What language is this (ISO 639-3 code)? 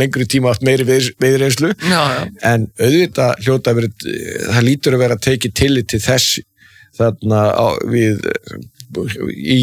isl